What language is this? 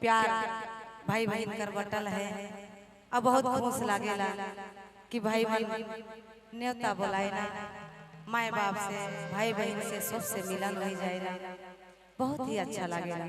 Sadri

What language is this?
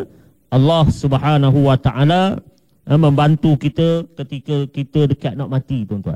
Malay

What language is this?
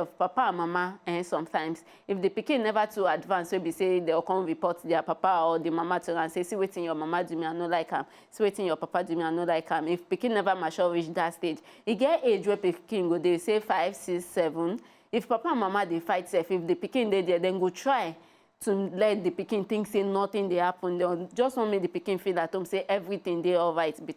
Nigerian Pidgin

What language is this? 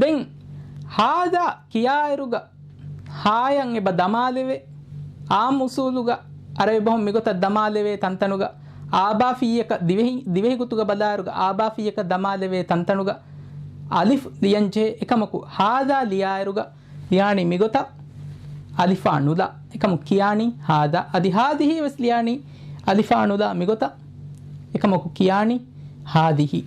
Divehi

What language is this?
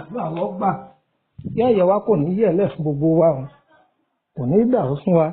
Yoruba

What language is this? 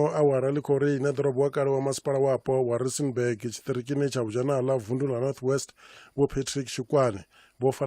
Venda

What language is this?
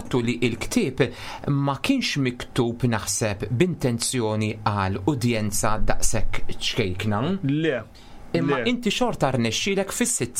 Maltese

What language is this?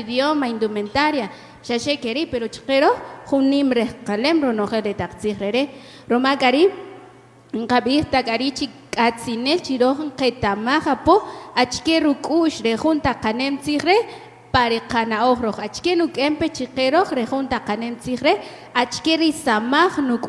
Kaqchikel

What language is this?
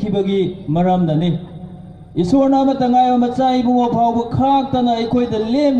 Manipuri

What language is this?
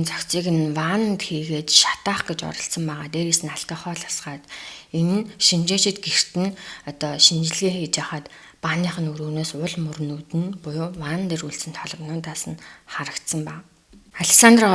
Mongolian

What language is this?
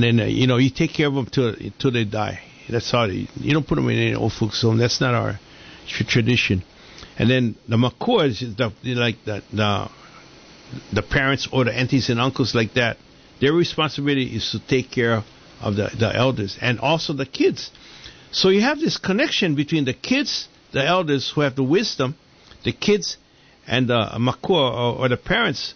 English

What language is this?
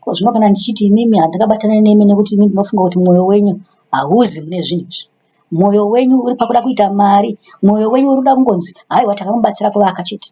Shona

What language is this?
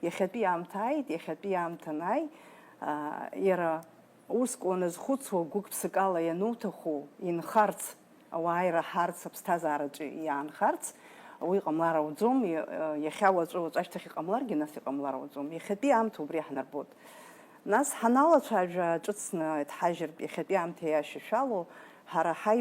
Abkhazian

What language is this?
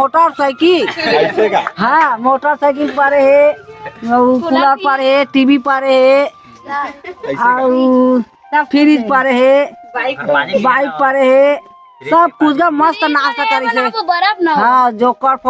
Chhattisgarhi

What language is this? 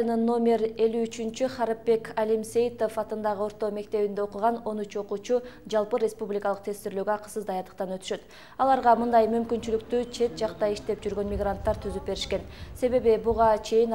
Kyrgyz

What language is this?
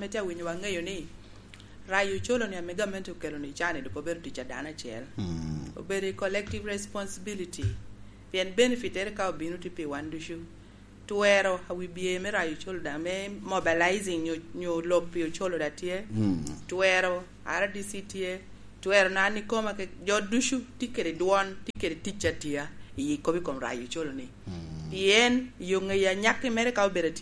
Lango (Uganda)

